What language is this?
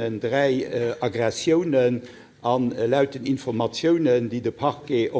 Luxembourgish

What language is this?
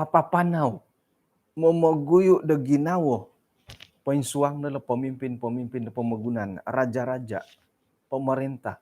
Central Dusun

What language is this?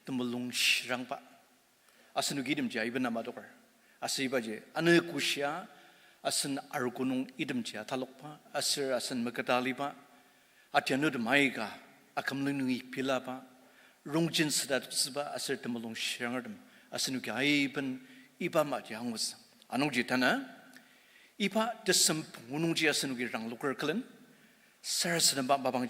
Ao Naga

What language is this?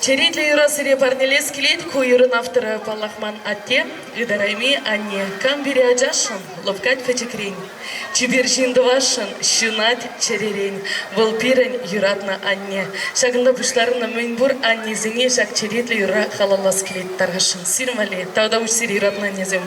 Chuvash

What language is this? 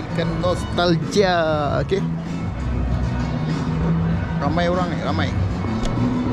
Malay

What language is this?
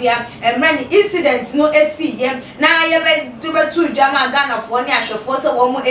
Akan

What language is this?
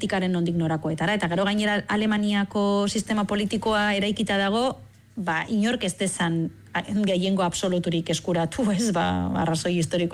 Basque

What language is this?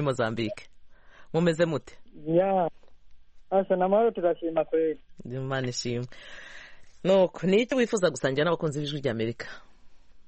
Kinyarwanda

